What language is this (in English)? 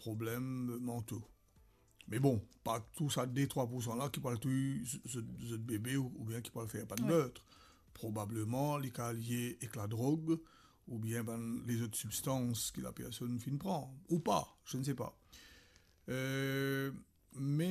Morisyen